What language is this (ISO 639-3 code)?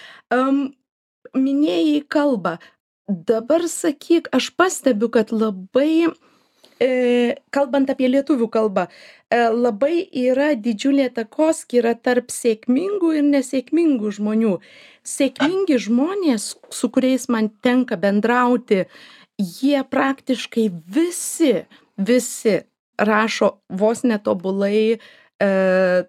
lit